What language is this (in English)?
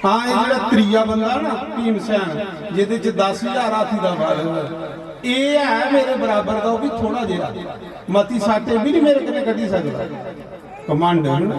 Dogri